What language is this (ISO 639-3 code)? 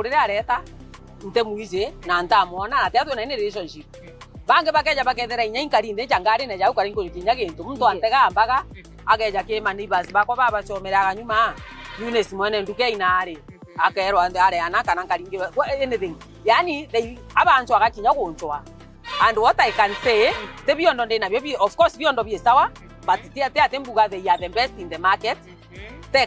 mer